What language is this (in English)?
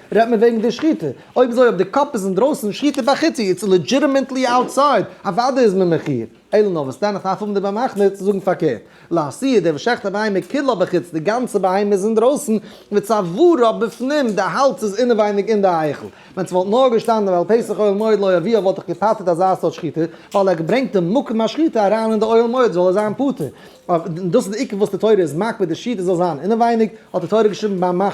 Yiddish